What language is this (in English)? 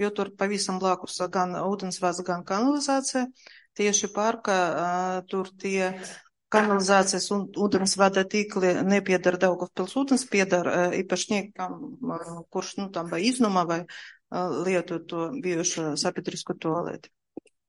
Latvian